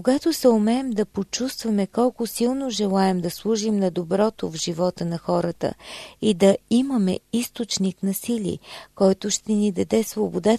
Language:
Bulgarian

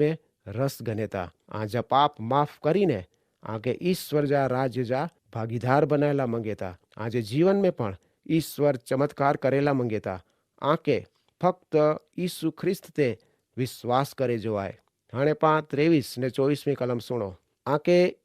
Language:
Kachhi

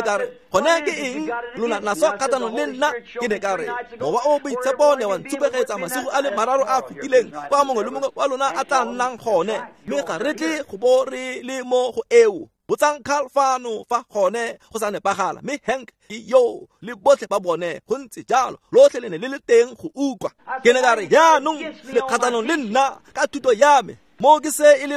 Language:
Tswana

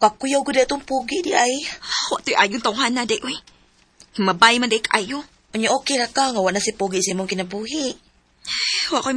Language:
Cebuano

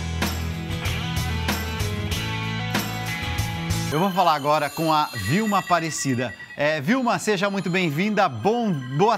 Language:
Portuguese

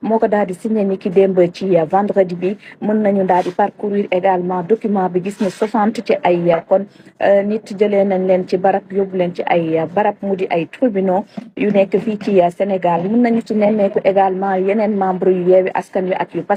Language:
Wolof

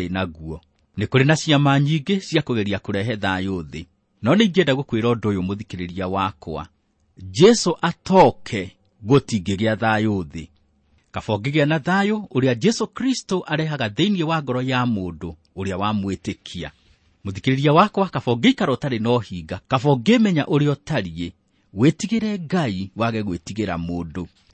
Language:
Kikuyu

